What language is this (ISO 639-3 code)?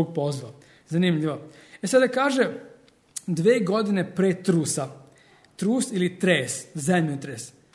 srp